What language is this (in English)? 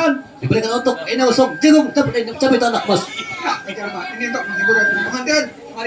Banjar